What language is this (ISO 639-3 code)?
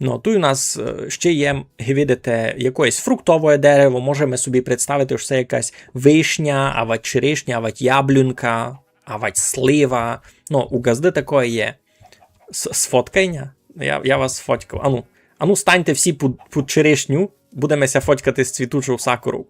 rue